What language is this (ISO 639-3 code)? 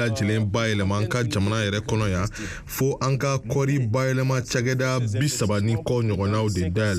bam